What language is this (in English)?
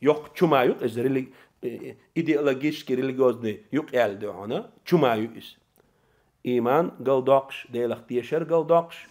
Chechen